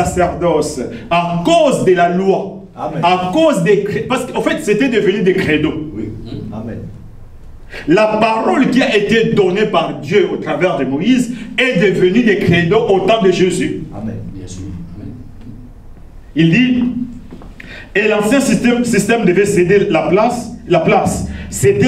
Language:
French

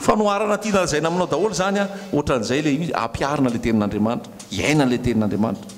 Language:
Malagasy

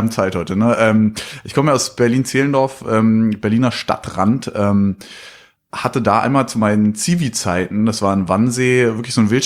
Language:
German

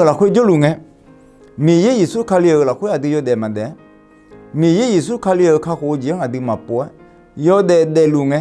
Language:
Akha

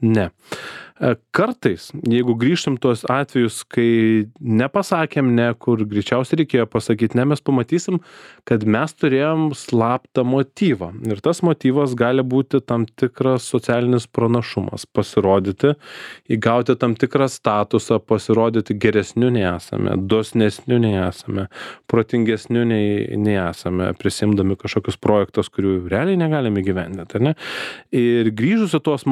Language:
Lithuanian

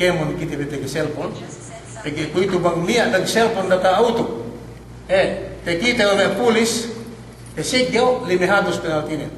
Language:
Yakan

